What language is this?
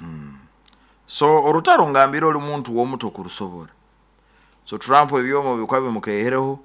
Nyoro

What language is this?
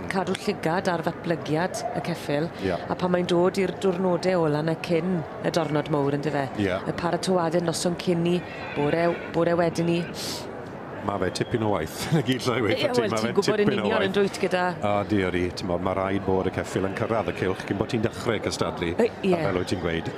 Welsh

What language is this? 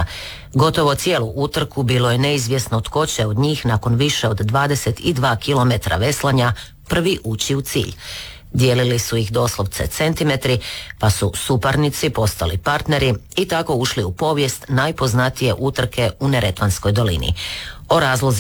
Croatian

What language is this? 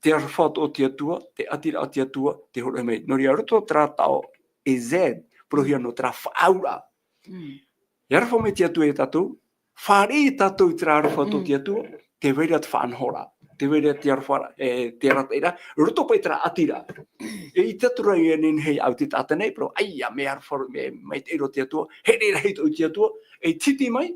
Tahitian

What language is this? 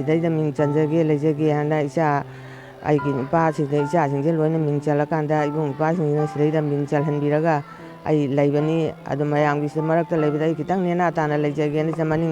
Manipuri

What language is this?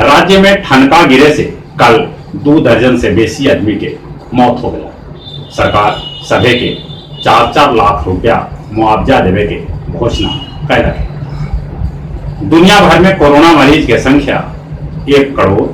Magahi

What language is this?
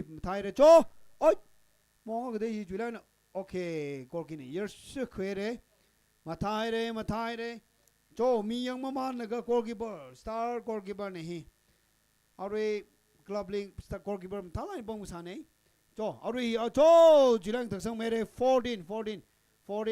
Tangkhul Naga (India)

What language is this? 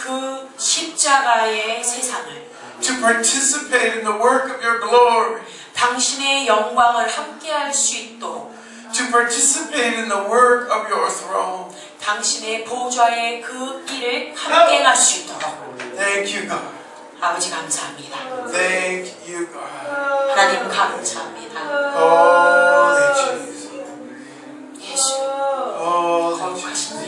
Korean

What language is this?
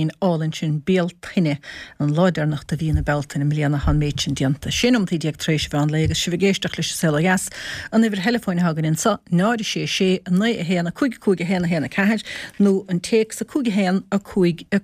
Irish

